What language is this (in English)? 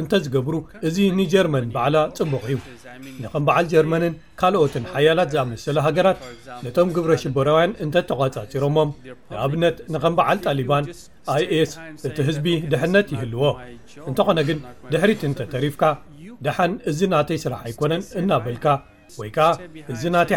Tigrinya